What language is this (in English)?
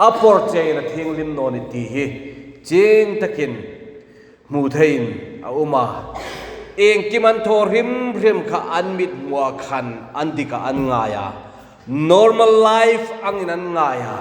Hmar